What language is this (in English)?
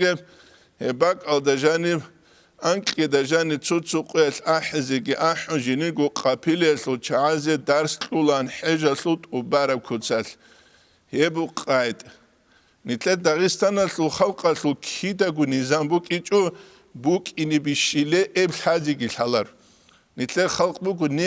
Avaric